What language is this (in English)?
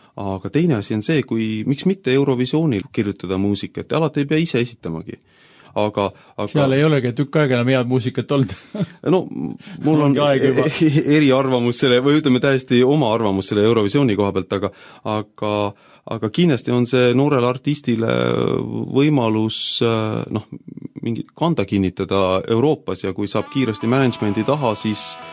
Estonian